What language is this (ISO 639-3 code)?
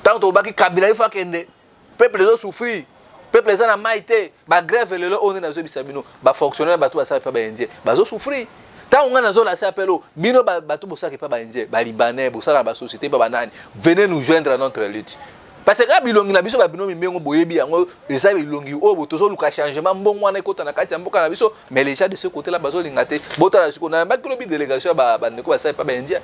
lin